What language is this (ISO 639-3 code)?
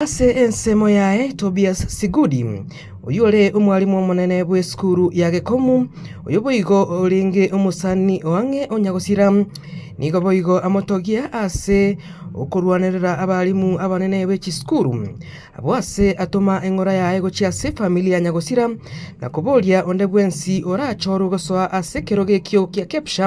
guz